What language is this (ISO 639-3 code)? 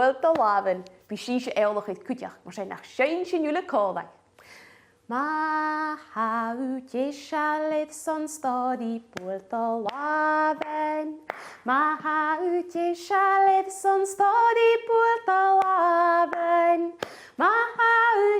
gla